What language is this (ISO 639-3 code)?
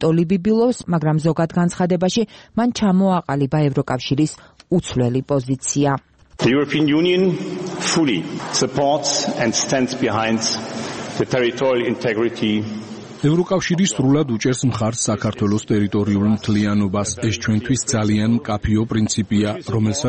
kat